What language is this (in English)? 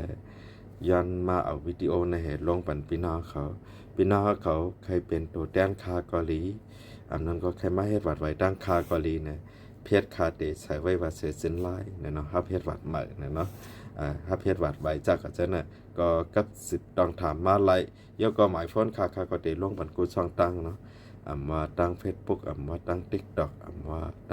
Shan